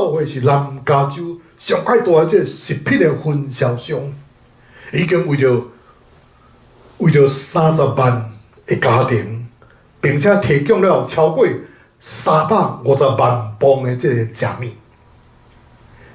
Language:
Min Nan Chinese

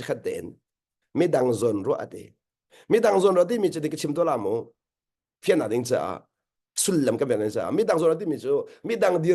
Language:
Hakha Chin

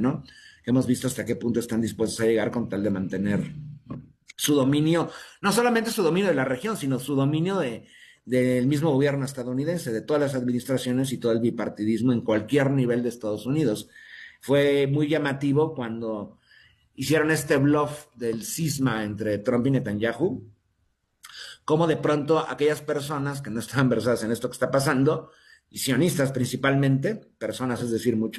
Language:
Spanish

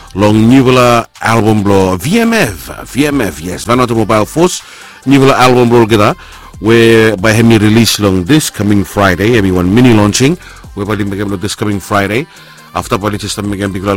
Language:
Bislama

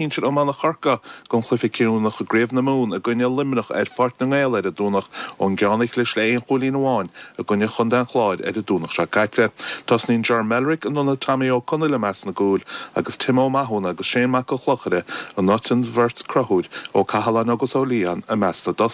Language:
Irish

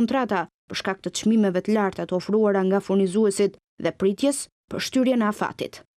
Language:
Albanian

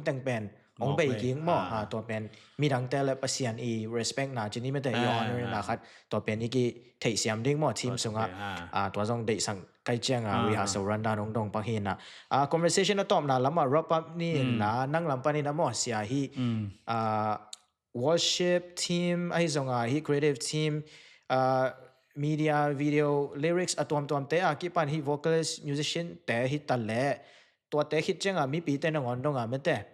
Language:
Tedim Chin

